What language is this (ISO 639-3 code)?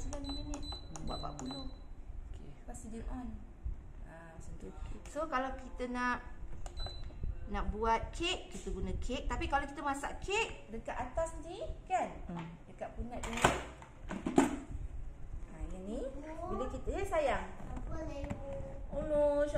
msa